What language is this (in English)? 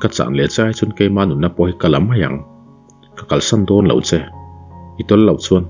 Mizo